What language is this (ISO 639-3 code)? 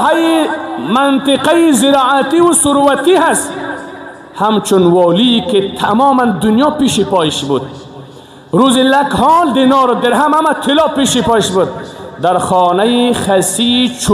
fas